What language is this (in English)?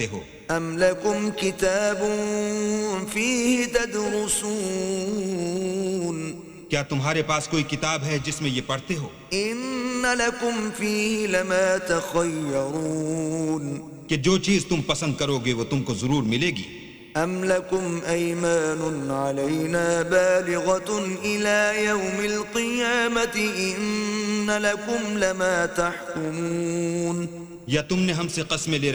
Urdu